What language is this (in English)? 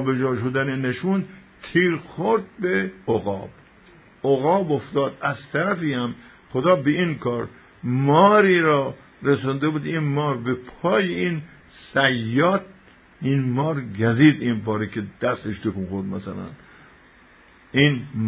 Persian